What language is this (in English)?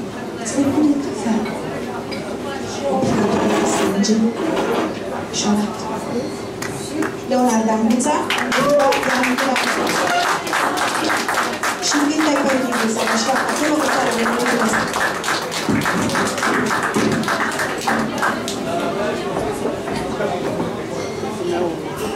Romanian